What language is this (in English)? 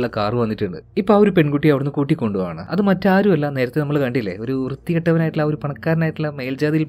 Malayalam